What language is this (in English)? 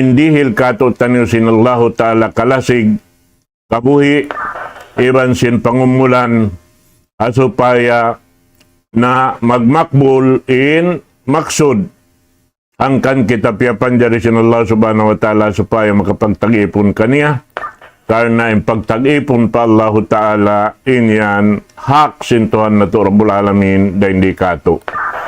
Tausug